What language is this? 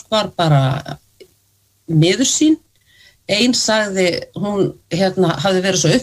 Icelandic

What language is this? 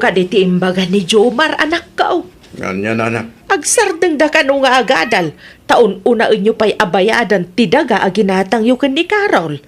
Iloko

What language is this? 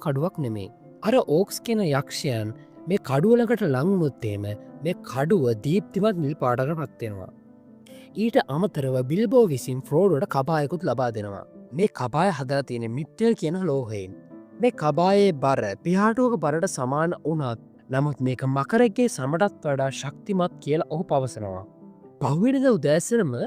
Sinhala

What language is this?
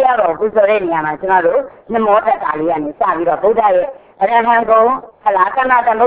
Burmese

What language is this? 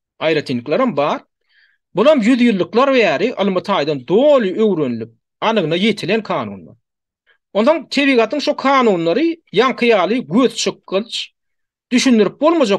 Turkmen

